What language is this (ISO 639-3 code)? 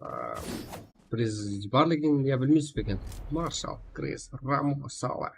kaa